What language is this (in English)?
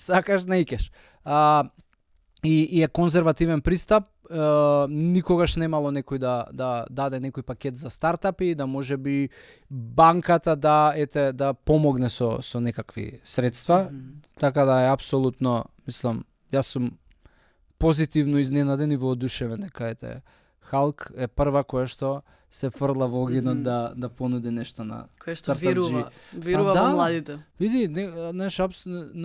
Macedonian